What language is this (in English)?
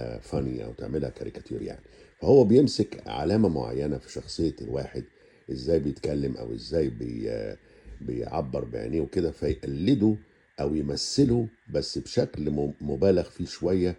Egyptian Arabic